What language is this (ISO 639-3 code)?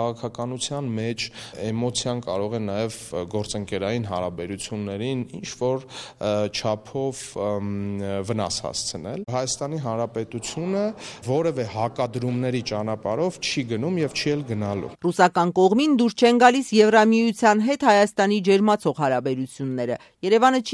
hye